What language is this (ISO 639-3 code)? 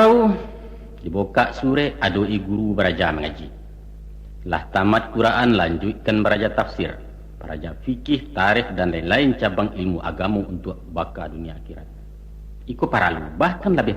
min